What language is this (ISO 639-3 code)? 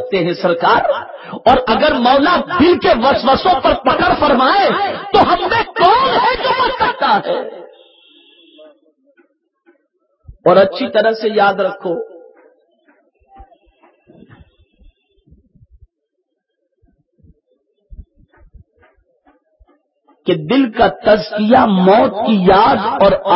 urd